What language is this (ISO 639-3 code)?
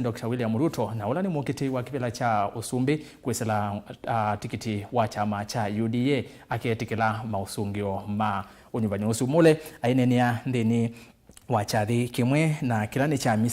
kam